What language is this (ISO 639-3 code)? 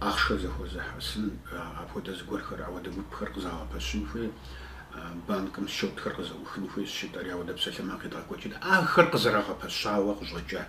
kbd